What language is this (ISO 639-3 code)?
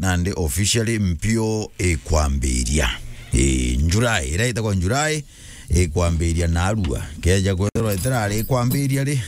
mer